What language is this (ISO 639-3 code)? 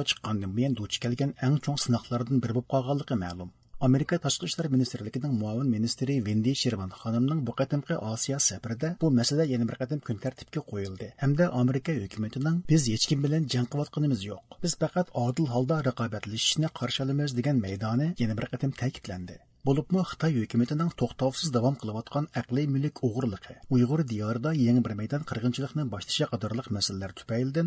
uig